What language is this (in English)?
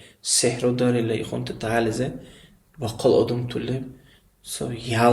Dargwa